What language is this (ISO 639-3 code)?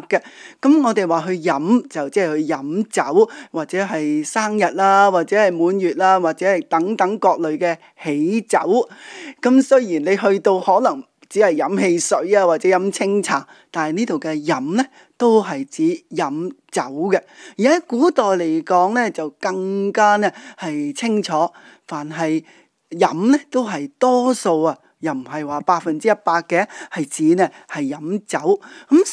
yue